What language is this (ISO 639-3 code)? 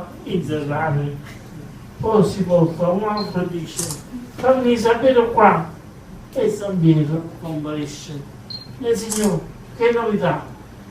nap